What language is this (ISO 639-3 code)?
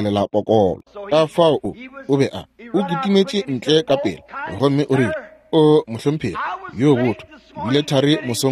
nso